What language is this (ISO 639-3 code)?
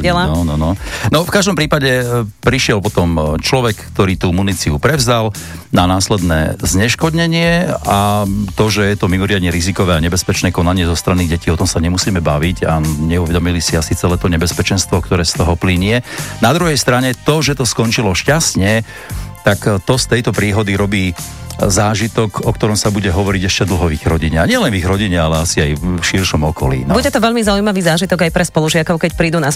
slk